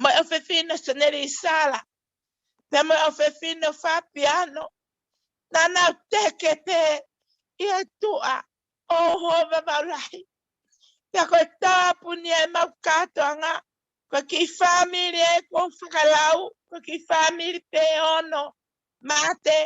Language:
Tongan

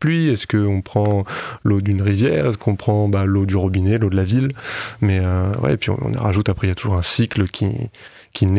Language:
French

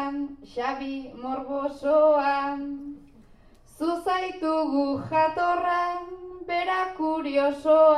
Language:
Basque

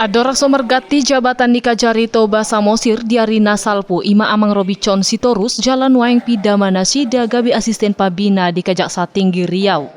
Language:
Batak Toba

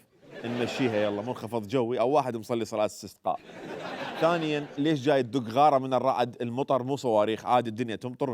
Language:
Mesopotamian Arabic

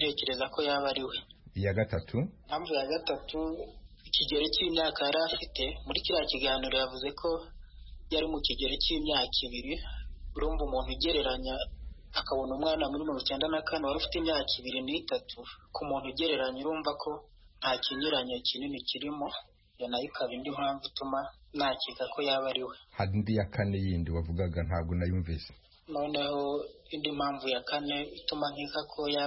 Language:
Kinyarwanda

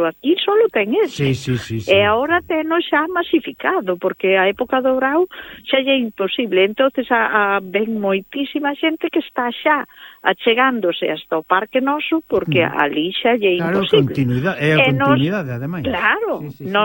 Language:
Galician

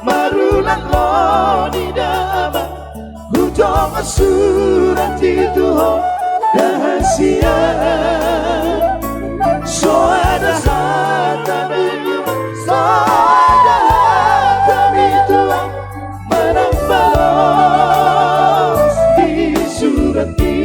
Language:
Batak Toba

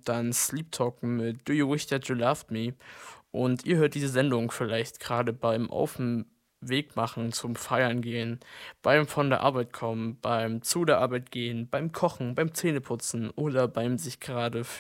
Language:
German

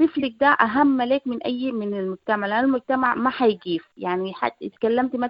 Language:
Sudanese Arabic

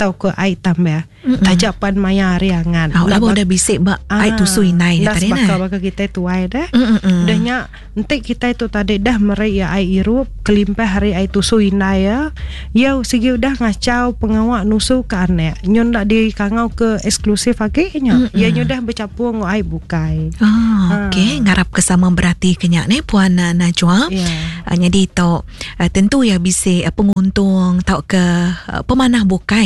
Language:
Iban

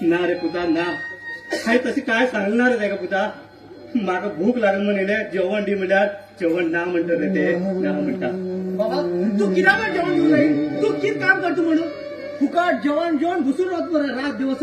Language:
Konkani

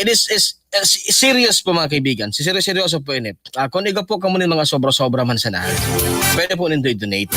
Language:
Bikol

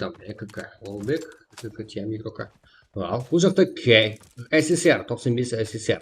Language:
Kara-Kalpak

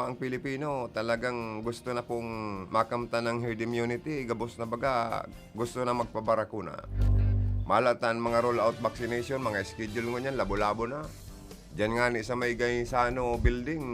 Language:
Bikol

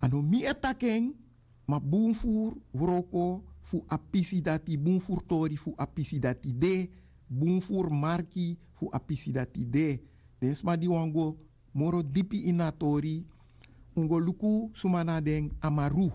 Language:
Sranan Tongo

